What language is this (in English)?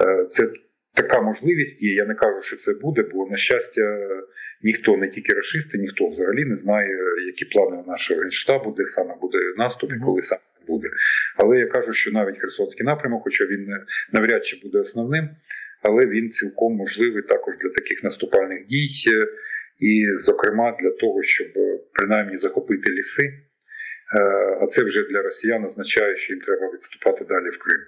Ukrainian